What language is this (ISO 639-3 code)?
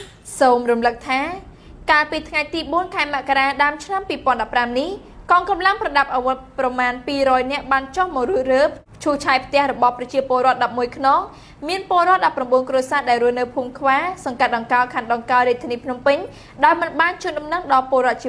khm